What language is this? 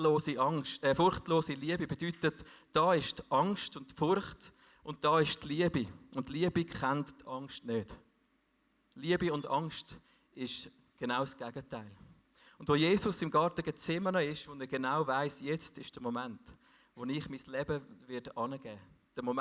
Swiss German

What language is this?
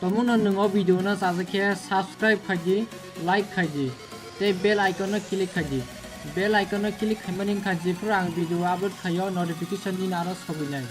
Kok Borok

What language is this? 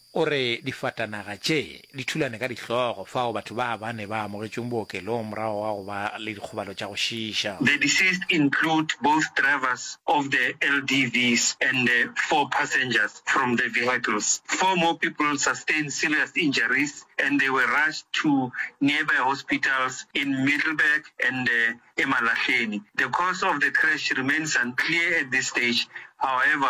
Northern Sotho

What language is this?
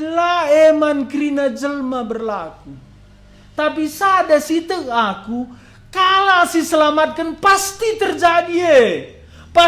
Batak Karo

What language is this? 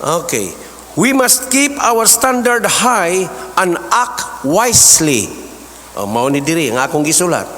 Cebuano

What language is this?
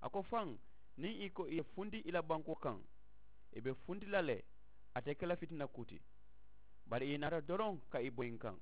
Mandingo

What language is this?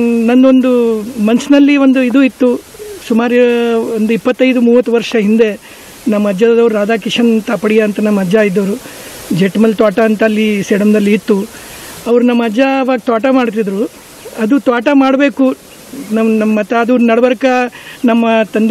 Kannada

